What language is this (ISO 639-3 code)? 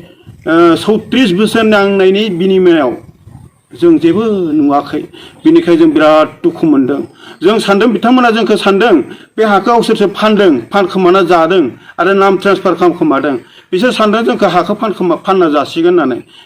brx